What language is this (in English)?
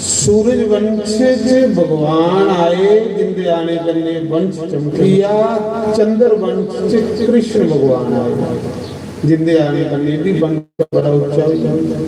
Dogri